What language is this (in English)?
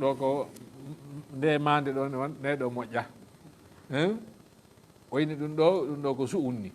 Fula